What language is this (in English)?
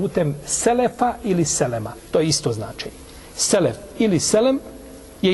Bosnian